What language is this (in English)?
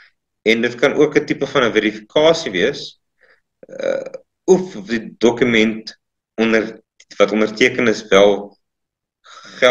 Afrikaans